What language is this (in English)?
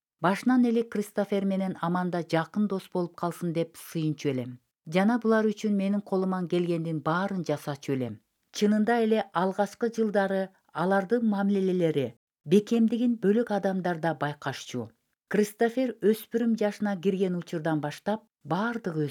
Kyrgyz